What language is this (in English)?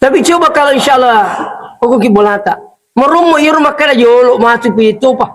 Buginese